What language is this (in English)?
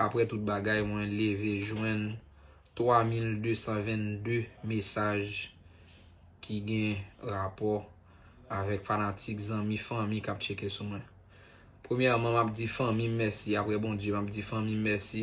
Haitian Creole